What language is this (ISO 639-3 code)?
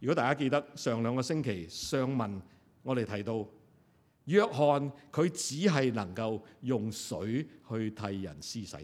yue